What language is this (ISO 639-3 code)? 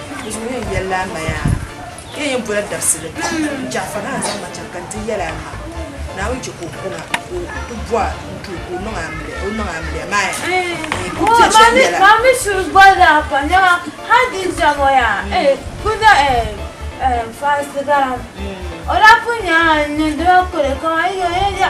dag